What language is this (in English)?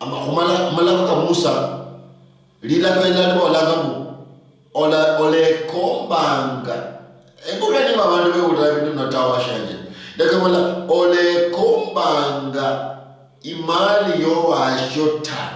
Luyia